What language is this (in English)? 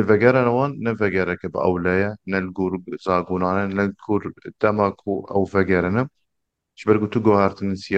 Kurdish